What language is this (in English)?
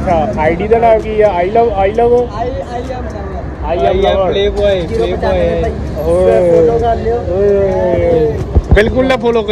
Punjabi